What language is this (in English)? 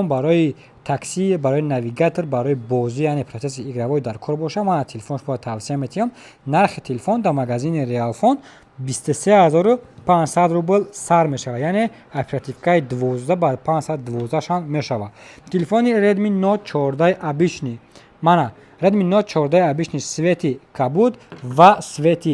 Tajik